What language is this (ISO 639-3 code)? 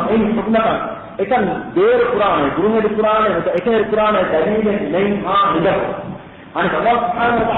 div